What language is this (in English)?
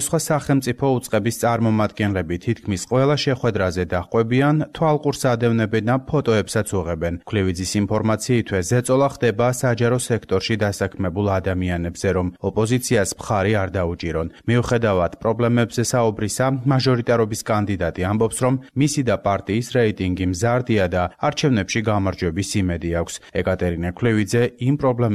Georgian